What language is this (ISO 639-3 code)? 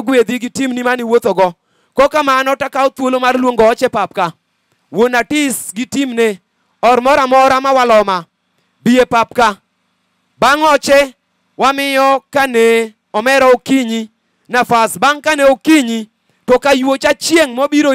luo